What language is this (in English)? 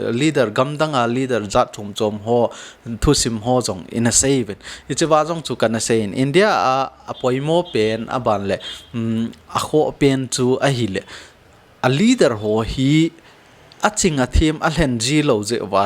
Thado Chin